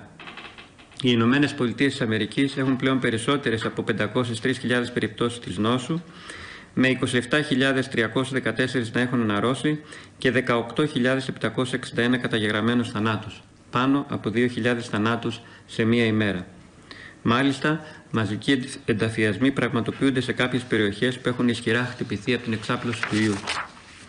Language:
Greek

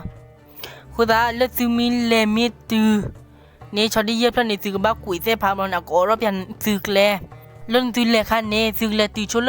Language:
S'gaw Karen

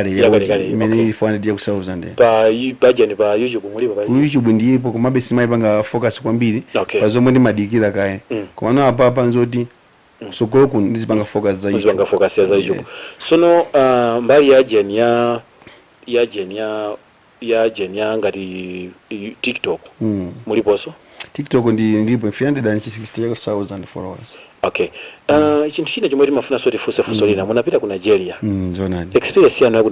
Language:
Nyanja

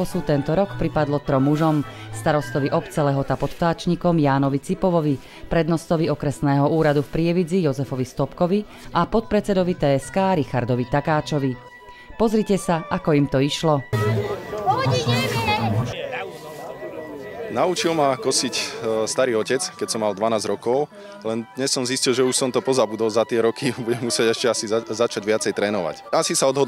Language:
Slovak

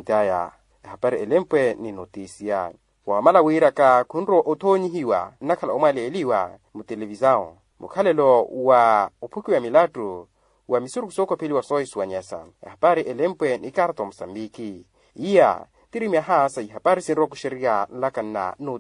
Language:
Makhuwa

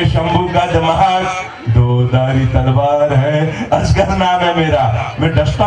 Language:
Hindi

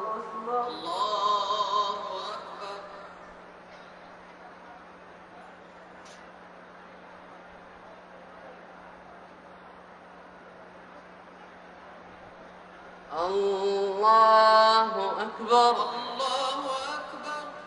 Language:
Arabic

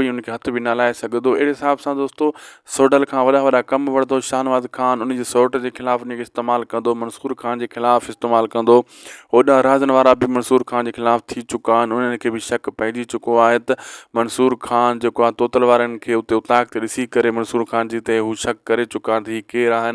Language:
Sindhi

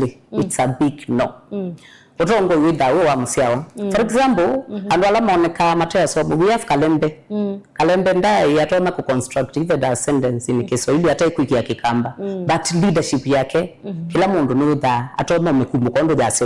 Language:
Kamba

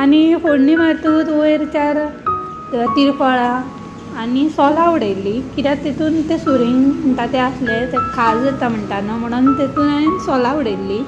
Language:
Konkani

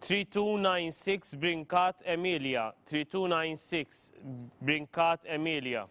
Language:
English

